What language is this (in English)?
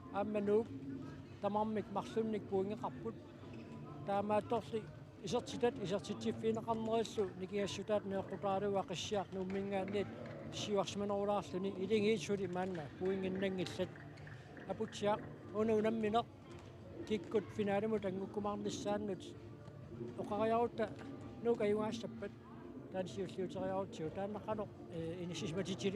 Kalaallisut